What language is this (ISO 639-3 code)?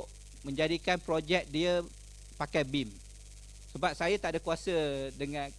msa